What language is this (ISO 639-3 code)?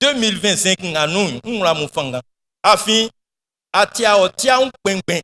bci